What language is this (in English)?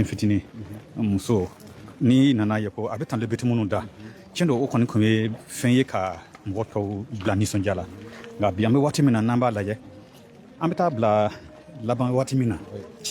Bambara